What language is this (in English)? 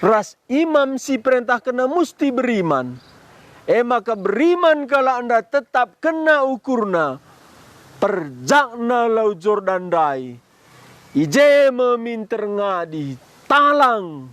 Batak Karo